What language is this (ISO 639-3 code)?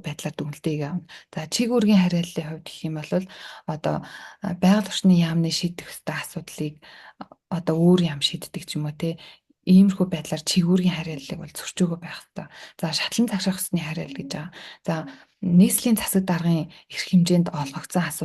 mon